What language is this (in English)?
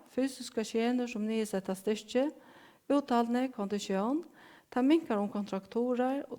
Faroese